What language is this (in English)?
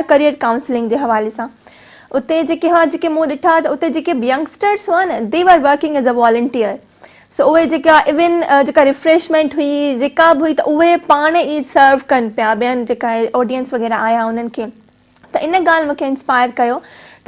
Sindhi